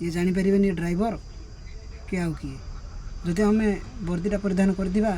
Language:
Odia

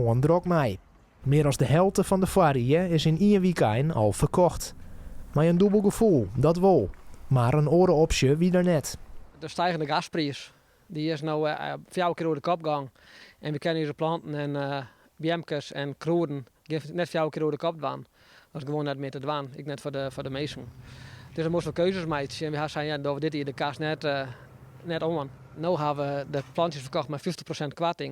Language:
Western Frisian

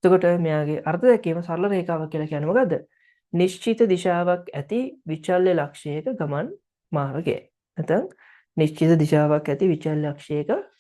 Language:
Sinhala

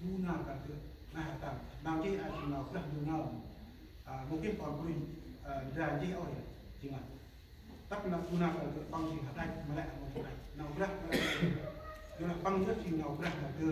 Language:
Central Mnong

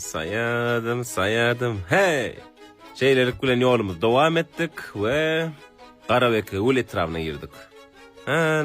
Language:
Turkmen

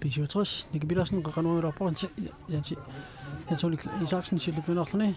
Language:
Kalaallisut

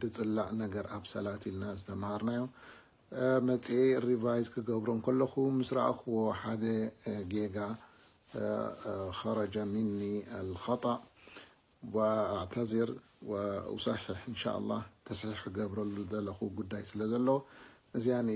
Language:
Tigrinya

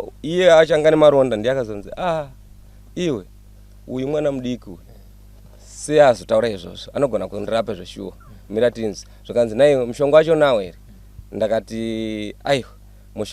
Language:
Shona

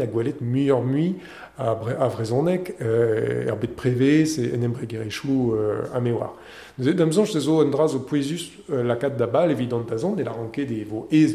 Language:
Breton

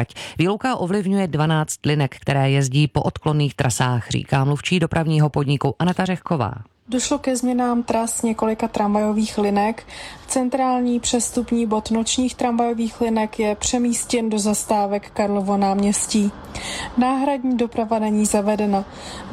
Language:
Czech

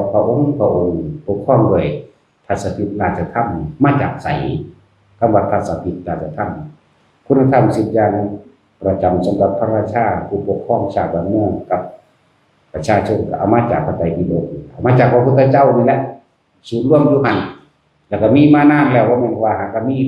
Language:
Northeastern Thai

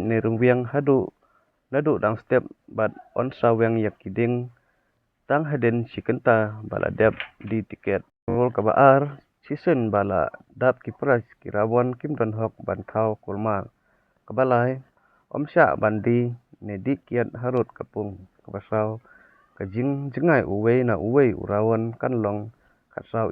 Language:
Khasi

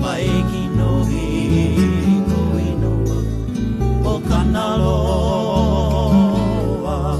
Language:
Hawaiian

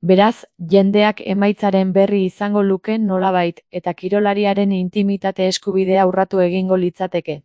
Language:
Basque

